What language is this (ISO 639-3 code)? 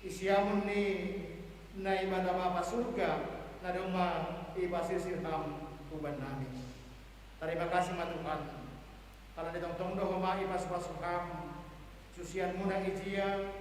bts